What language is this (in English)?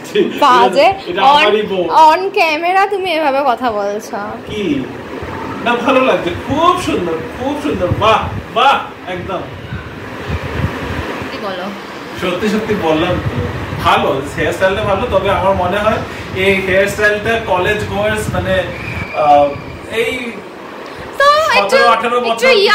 Bangla